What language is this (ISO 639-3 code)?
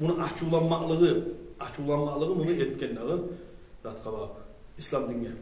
kum